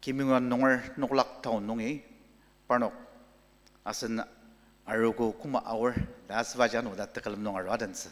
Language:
Ao Naga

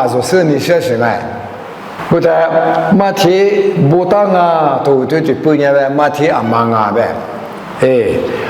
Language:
Lisu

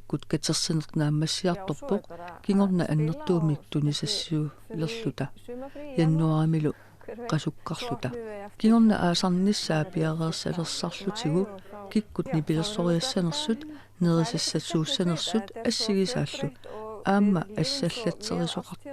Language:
Kalaallisut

